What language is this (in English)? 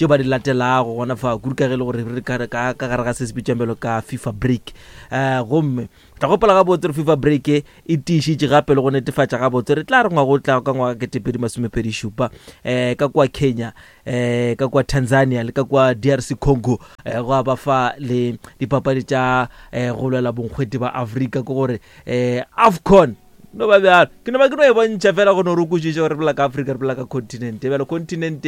Northern Sotho